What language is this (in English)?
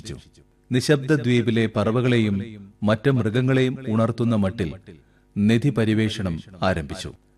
Malayalam